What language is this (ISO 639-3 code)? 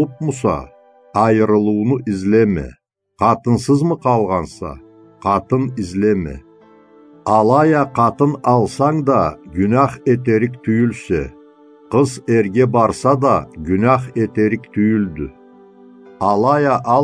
krc